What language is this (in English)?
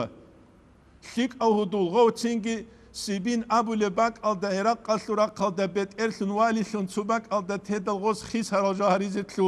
Avaric